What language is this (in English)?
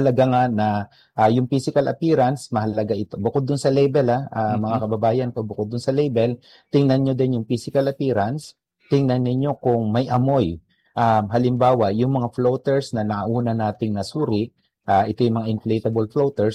Filipino